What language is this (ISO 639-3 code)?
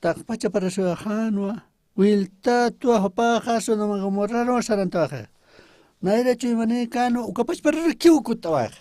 aym